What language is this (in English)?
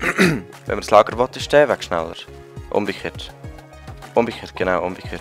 Swiss German